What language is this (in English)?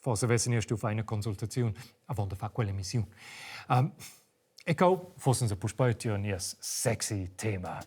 Romansh